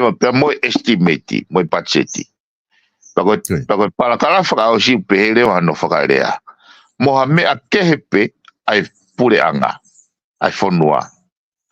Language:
Tongan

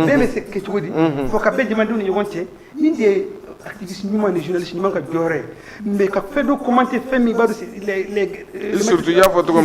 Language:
Bambara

